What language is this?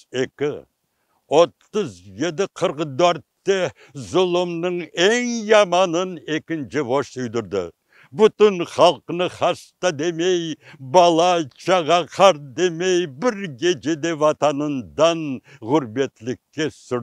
Crimean Tatar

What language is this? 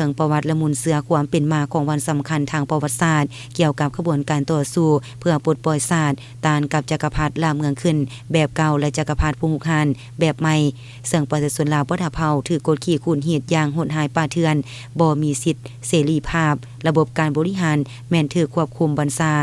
Lao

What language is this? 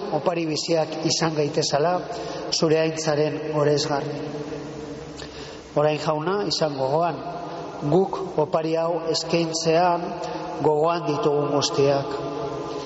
Basque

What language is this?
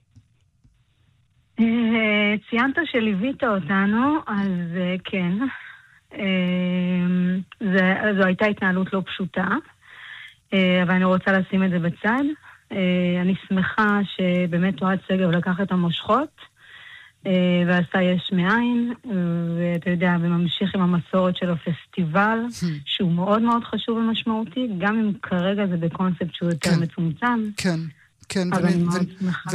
Hebrew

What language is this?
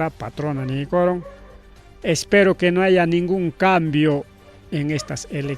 Ayacucho Quechua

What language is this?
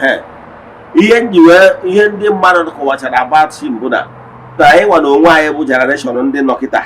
Igbo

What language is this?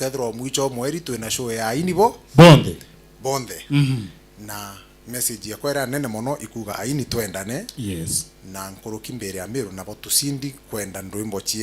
Meru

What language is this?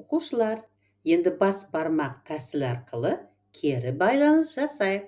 Kazakh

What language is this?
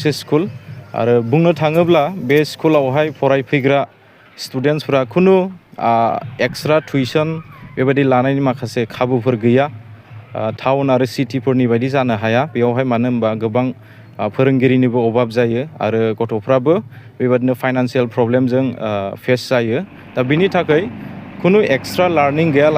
Bodo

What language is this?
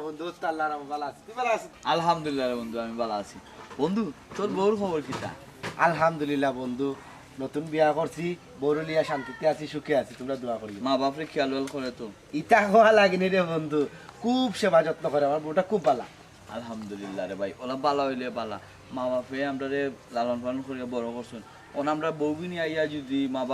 Sylheti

